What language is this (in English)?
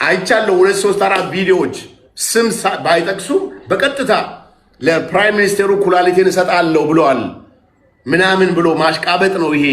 Amharic